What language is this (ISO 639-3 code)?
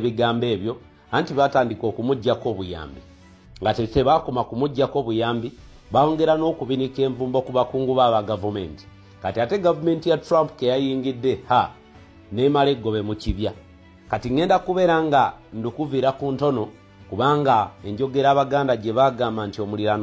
lug